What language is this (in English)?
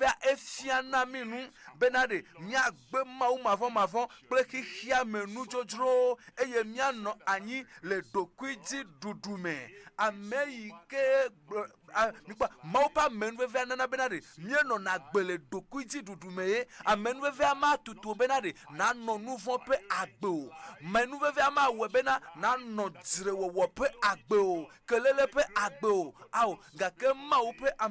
Ewe